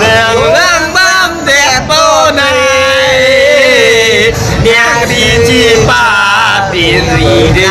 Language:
Karbi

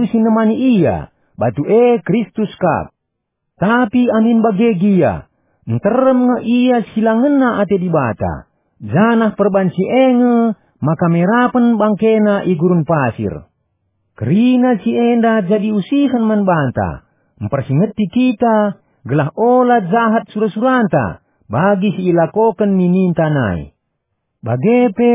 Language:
Batak Karo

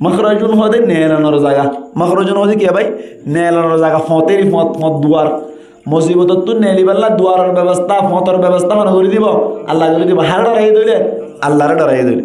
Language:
Rohingya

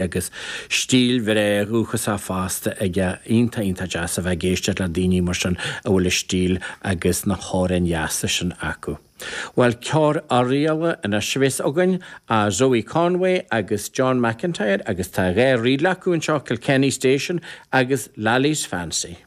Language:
Irish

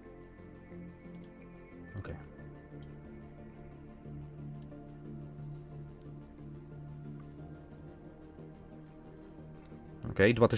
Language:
Polish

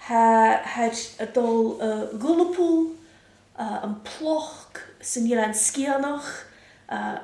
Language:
Scottish Gaelic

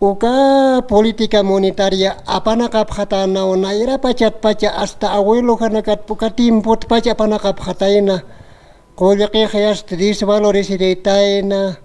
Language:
Aymara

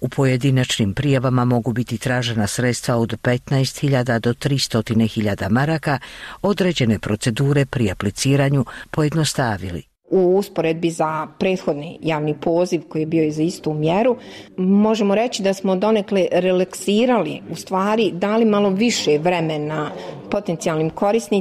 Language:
Bosnian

